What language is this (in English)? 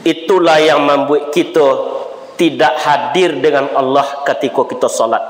Minangkabau